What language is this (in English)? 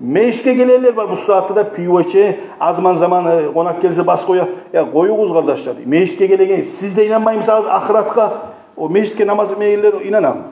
Kumyk